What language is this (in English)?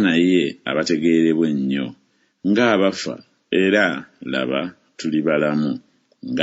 Ganda